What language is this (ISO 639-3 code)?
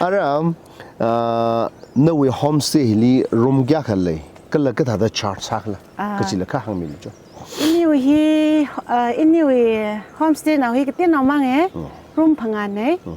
nmf